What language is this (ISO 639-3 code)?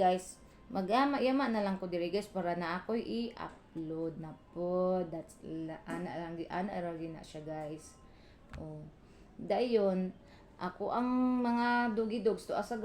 ceb